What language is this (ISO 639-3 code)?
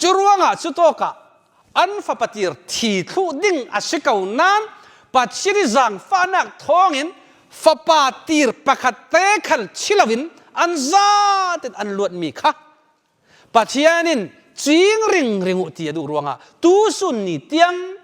cfm